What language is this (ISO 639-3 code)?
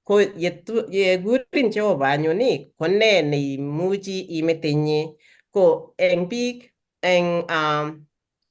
kln